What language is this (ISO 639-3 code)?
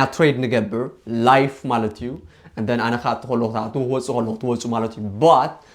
tir